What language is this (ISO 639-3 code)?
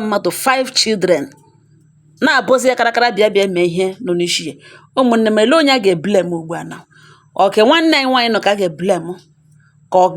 ibo